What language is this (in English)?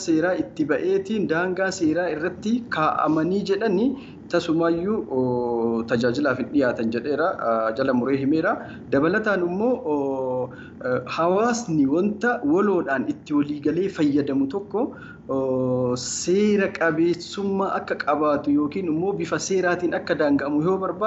Oromo